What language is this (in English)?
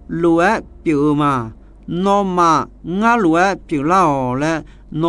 Akha